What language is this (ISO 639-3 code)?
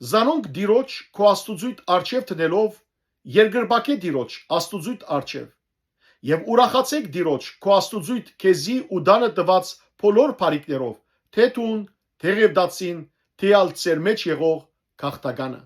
hyw